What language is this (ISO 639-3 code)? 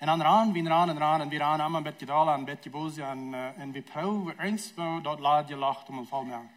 pdt